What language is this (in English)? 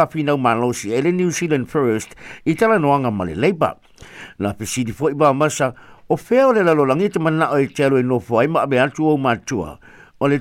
Samoan